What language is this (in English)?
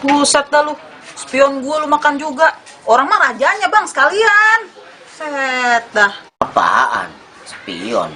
Betawi